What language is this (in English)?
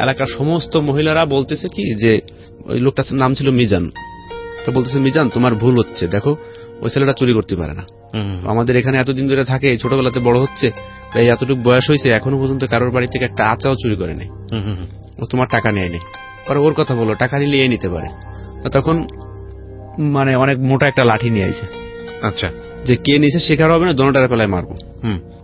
Bangla